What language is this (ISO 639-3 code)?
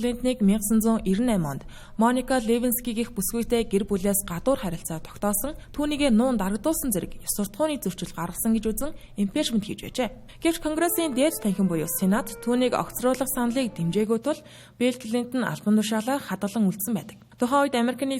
mon